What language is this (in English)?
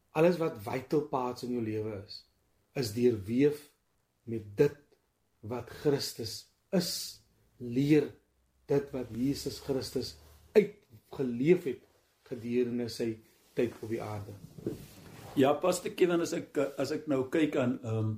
Afrikaans